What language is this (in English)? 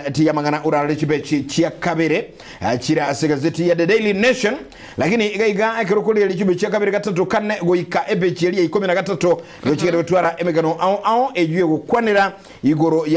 Gusii